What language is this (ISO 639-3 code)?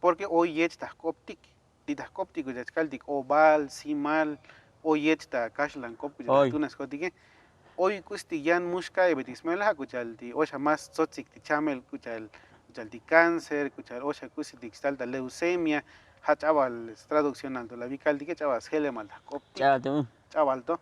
tzo